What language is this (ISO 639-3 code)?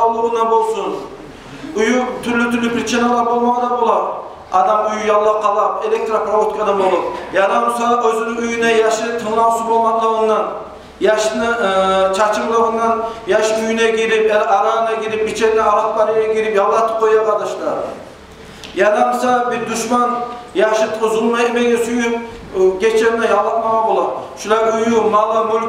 kum